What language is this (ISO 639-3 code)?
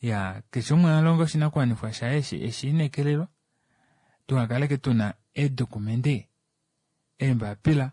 kua